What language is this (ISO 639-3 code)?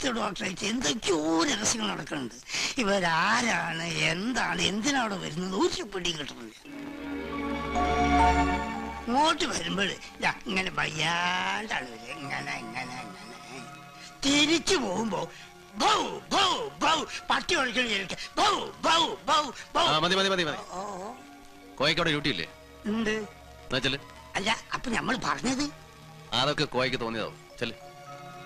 mal